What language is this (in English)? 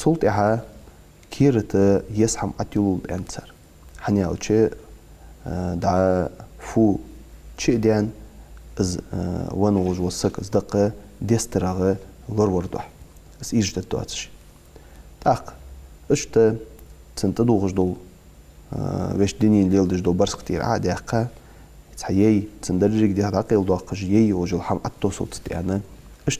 Ingush